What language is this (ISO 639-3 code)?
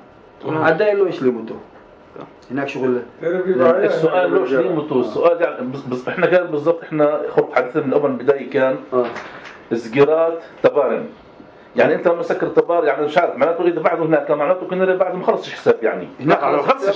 apc